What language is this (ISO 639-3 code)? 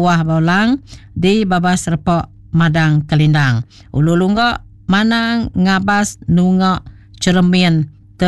iba